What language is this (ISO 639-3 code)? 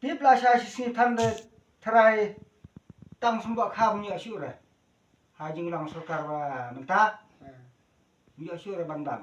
kha